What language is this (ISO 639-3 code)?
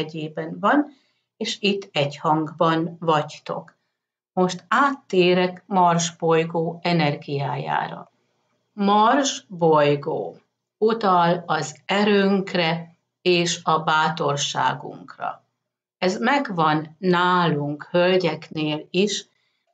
hun